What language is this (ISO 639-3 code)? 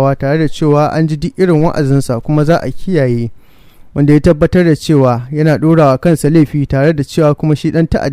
hau